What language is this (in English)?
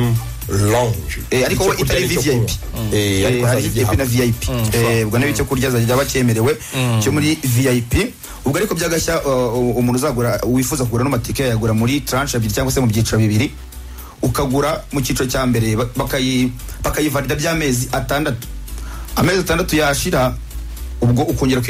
Kinyarwanda